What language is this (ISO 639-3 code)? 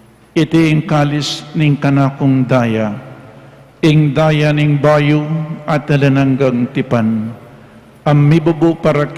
pam